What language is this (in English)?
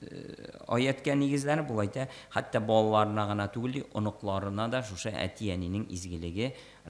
Tatar